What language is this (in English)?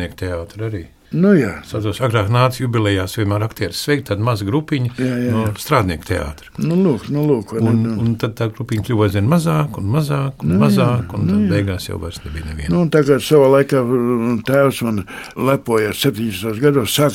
Latvian